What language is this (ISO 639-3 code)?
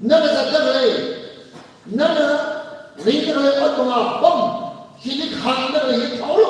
nmf